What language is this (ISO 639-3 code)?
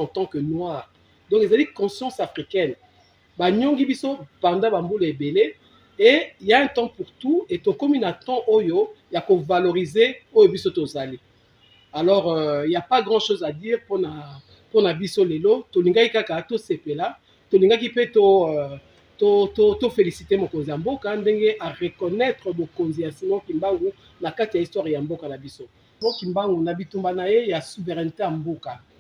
lin